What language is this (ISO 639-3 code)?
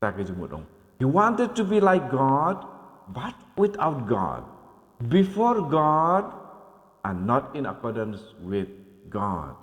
kha